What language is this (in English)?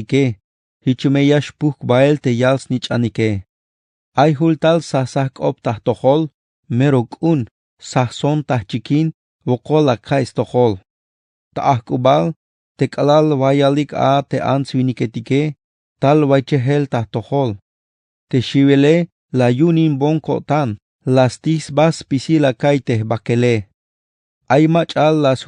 Tzeltal